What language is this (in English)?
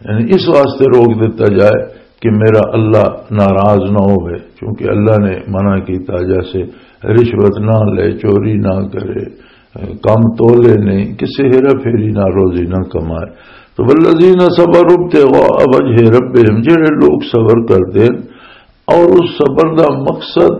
Western Panjabi